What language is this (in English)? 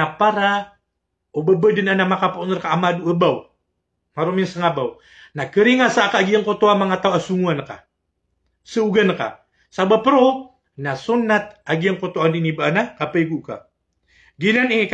Maranao